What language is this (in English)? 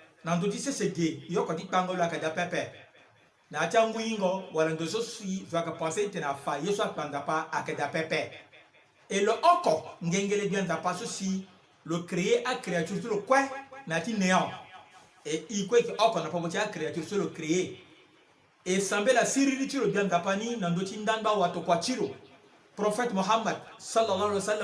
Sango